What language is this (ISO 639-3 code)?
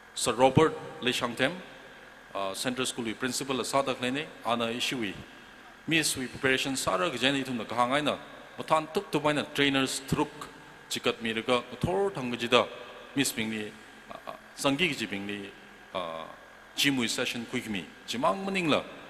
nmf